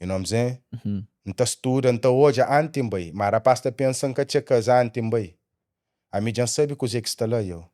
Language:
Kabuverdianu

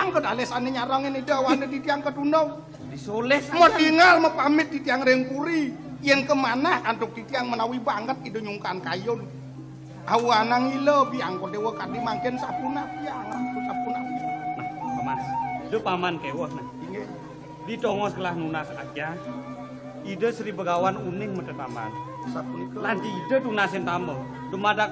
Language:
Balinese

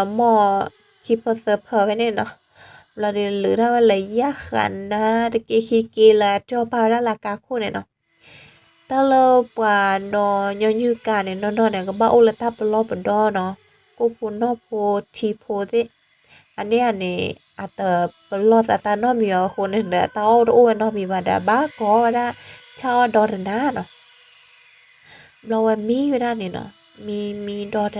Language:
S'gaw Karen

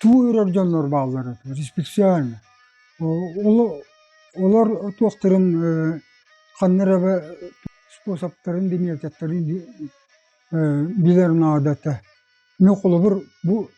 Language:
Yakut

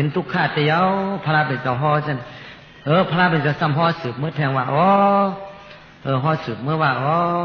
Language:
Shan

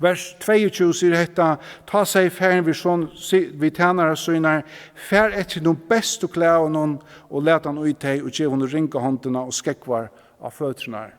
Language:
Faroese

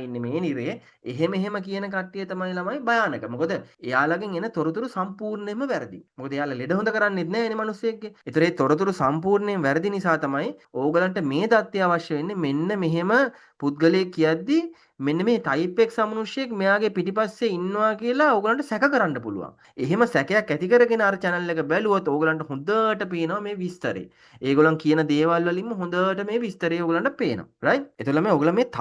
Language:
Sinhala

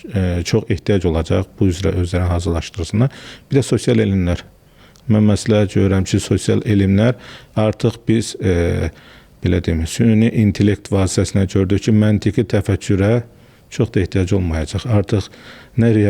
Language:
Azerbaijani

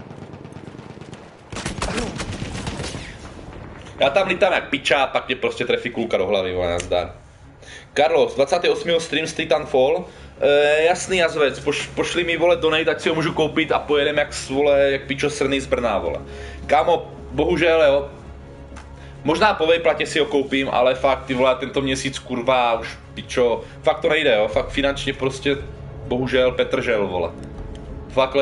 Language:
Czech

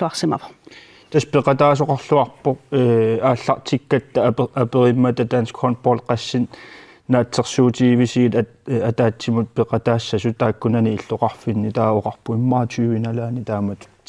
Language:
Kalaallisut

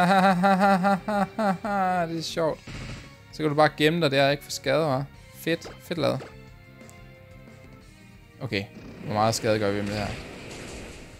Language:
Danish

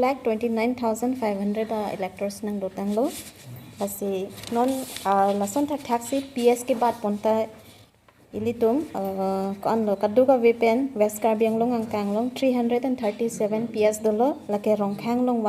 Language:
Karbi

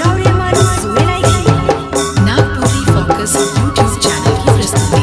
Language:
Sadri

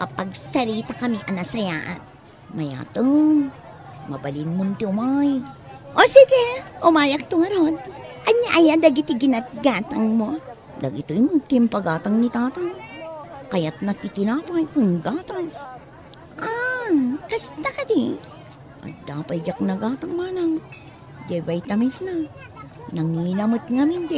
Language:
Iloko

